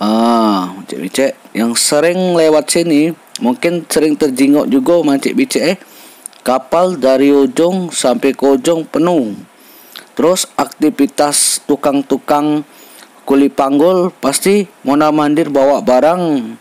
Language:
Musi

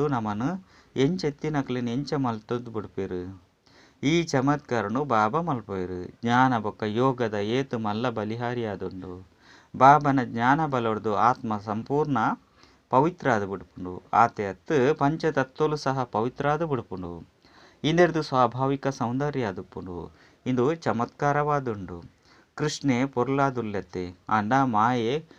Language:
Tulu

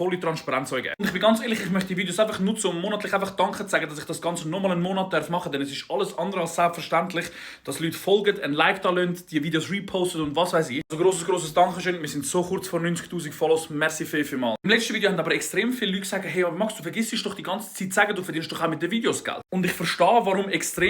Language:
Swiss German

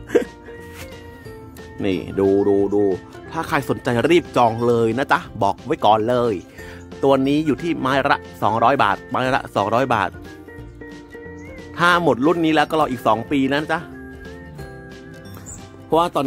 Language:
Thai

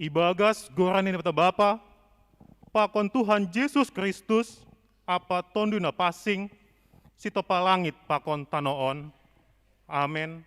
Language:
Batak Simalungun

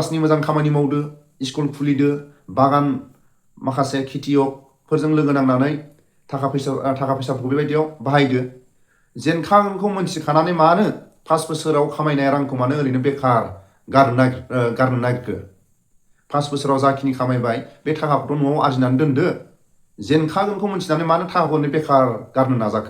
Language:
Bodo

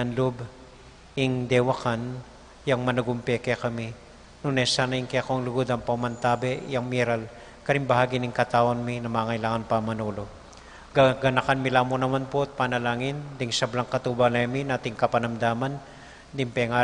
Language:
Pampanga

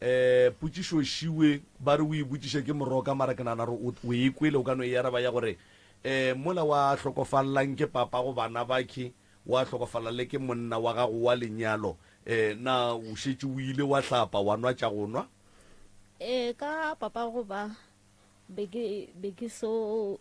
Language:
Northern Sotho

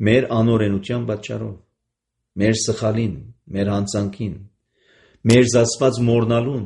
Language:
Armenian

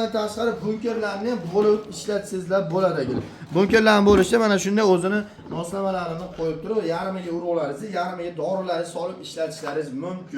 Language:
Uzbek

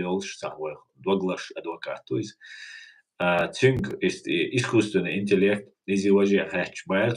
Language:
Chechen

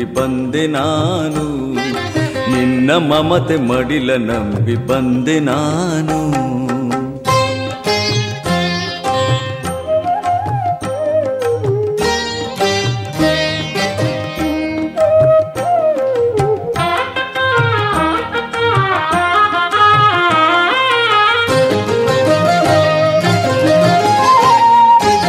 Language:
Kannada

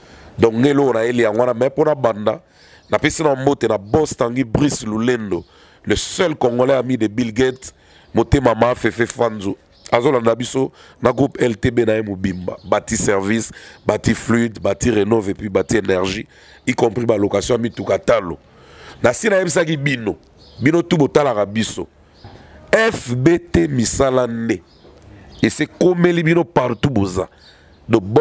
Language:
Lingala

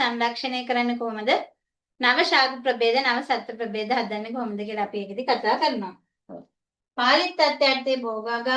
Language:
Sinhala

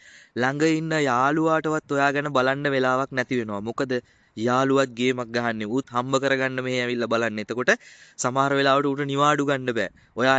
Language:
Sinhala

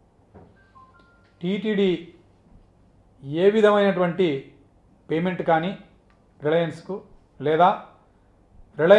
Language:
Telugu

